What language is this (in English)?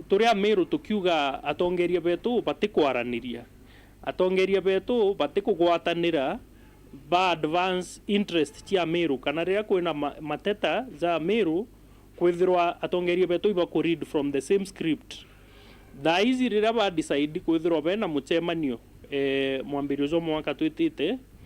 Meru